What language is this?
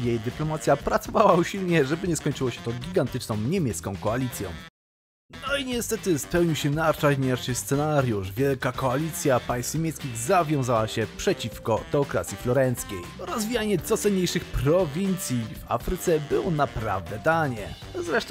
Polish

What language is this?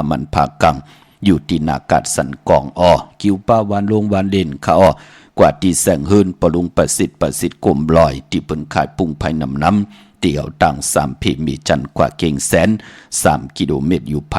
Shan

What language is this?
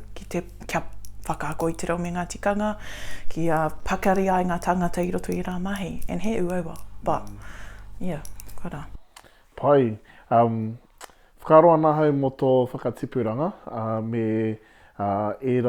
Māori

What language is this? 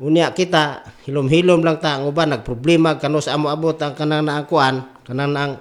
Cebuano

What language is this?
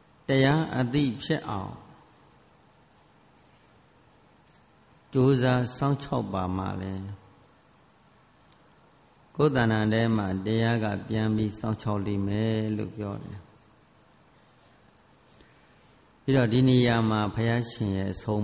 Burmese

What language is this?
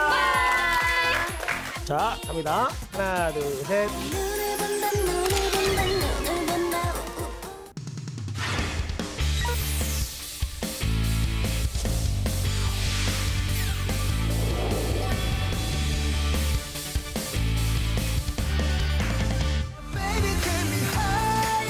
Korean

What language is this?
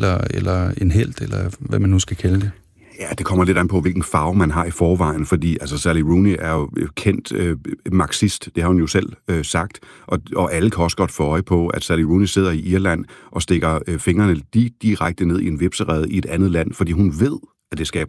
Danish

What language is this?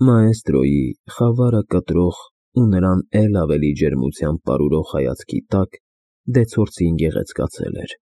Armenian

